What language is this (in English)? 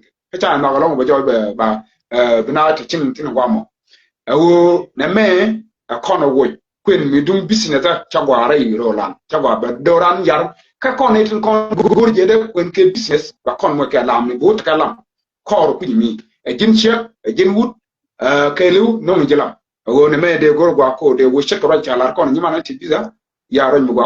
Nuer